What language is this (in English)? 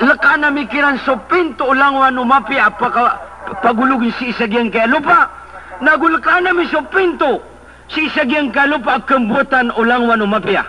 Maranao